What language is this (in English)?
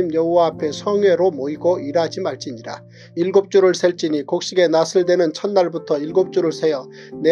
Korean